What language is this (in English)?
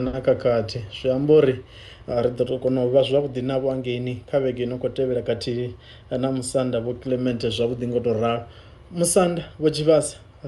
Venda